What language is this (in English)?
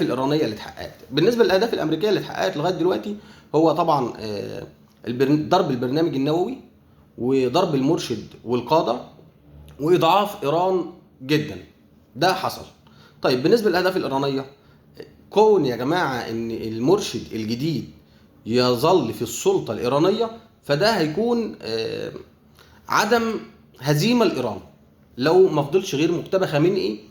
Egyptian Arabic